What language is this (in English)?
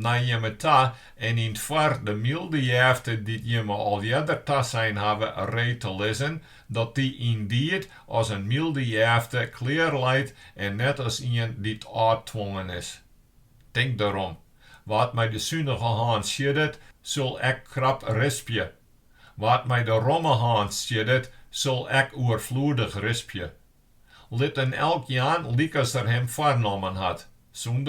Western Frisian